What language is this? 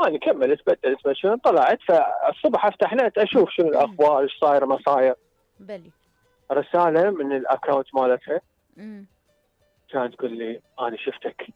Mesopotamian Arabic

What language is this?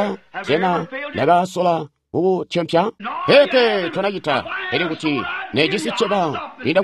Tonga (Zambia)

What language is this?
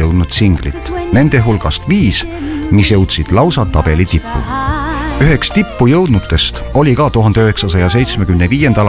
Estonian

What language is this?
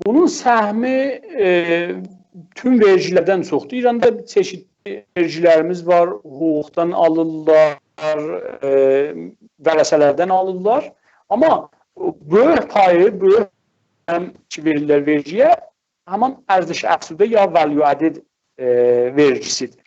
South Azerbaijani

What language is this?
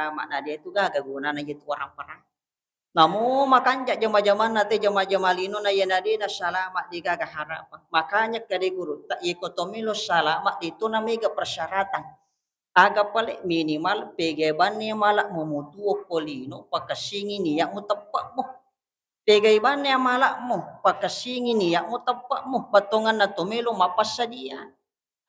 Buginese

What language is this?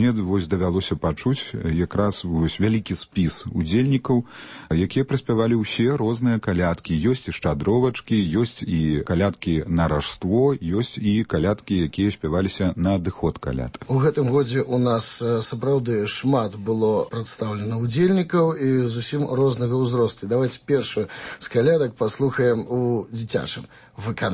Belarusian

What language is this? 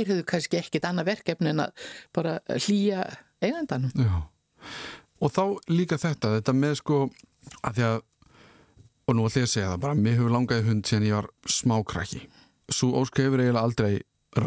Icelandic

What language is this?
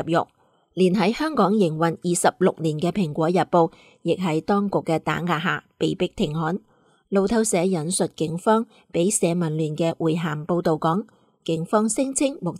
Cantonese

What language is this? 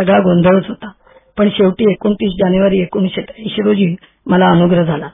Marathi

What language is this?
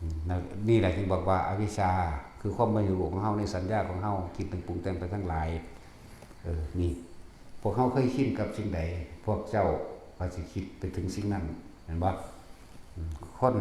Northeastern Thai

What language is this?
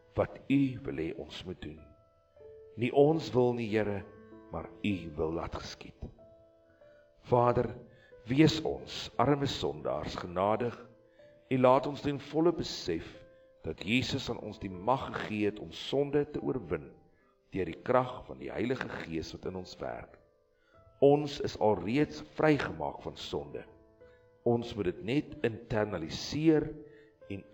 Afrikaans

